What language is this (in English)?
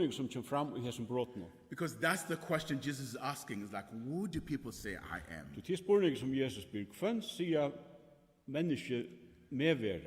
Faroese